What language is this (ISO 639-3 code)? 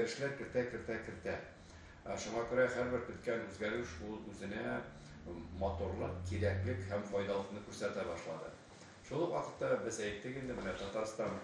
tat